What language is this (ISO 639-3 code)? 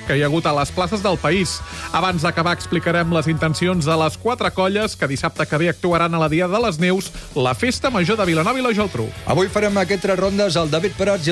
cat